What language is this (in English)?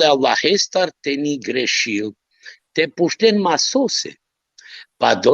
Balkan Romani